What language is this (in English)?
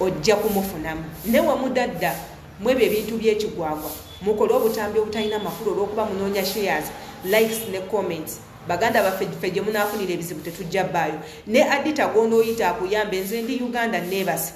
Ganda